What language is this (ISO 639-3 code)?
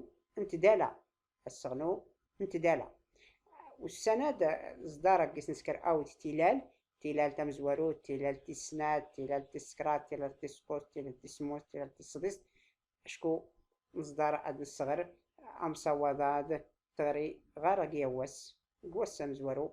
shi